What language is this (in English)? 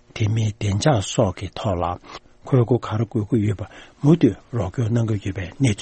Tibetan